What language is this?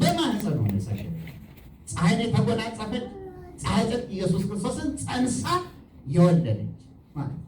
Amharic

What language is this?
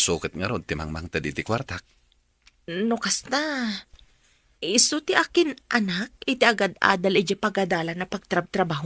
Iloko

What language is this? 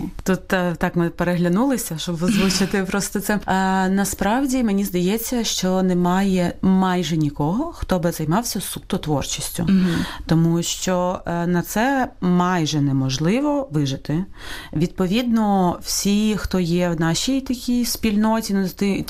Ukrainian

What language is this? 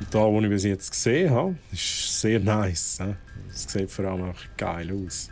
Swiss German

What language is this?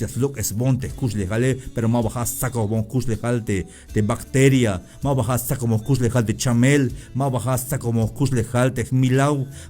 Tzeltal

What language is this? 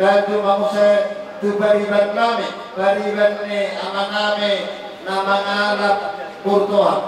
Batak Toba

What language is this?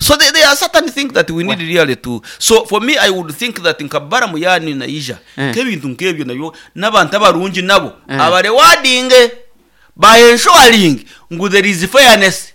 Nyankole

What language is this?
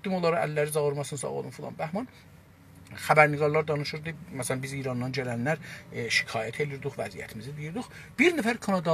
South Azerbaijani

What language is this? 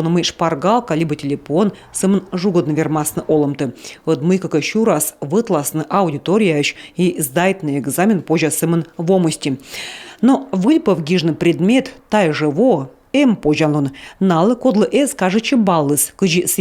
Komi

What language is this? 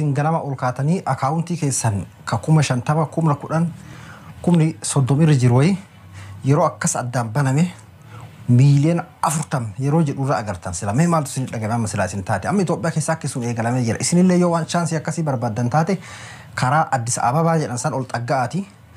Oromo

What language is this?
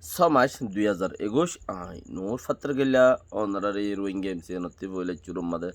Rohingya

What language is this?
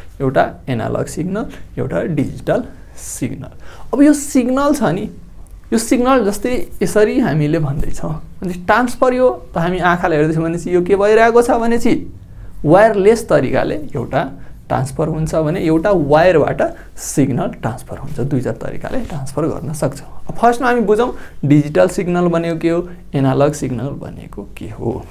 Nepali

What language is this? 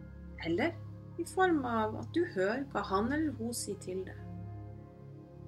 Norwegian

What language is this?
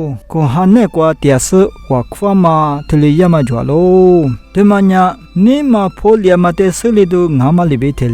Lisu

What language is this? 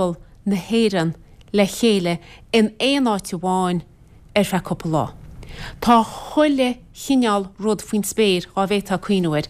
Irish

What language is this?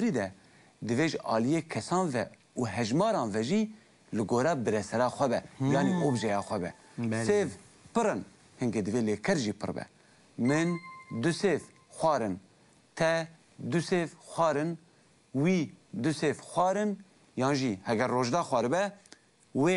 Kurdish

